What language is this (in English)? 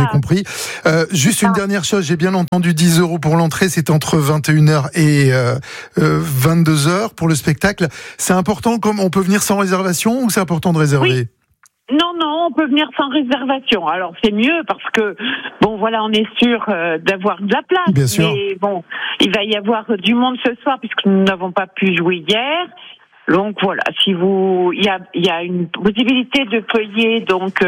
French